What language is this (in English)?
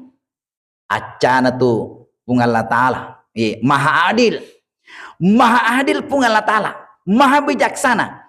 Buginese